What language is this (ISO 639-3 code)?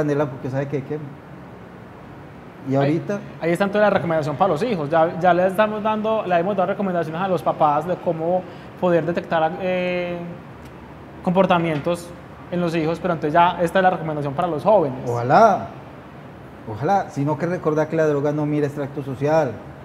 spa